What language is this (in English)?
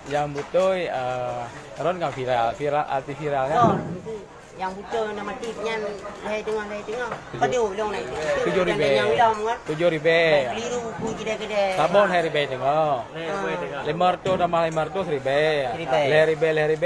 Achinese